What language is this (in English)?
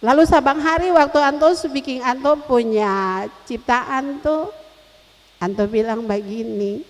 Ambonese Malay